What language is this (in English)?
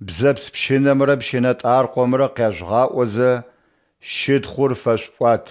Adyghe